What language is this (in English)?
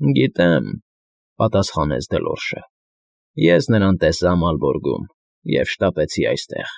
Armenian